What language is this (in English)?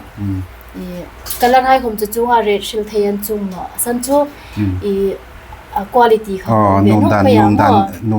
Hmar